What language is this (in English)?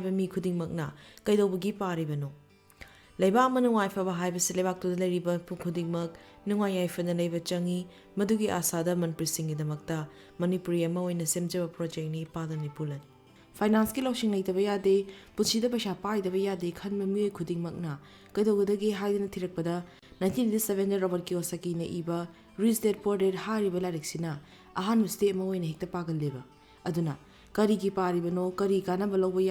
Manipuri